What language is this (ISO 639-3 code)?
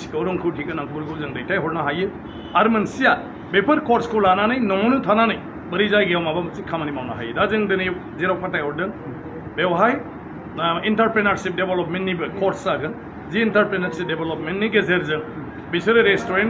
brx